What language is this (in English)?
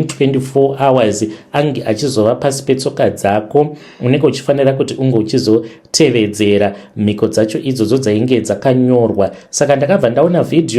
Shona